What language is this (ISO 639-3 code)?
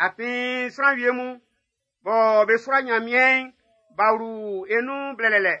bci